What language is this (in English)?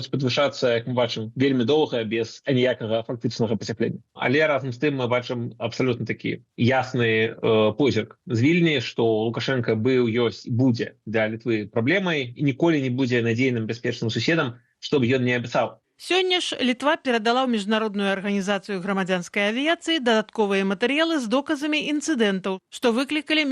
Belarusian